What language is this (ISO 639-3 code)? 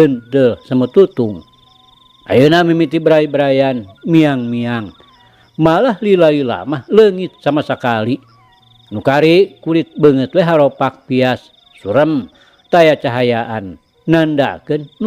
sun